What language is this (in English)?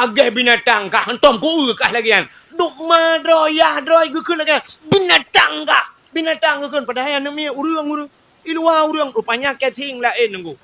Achinese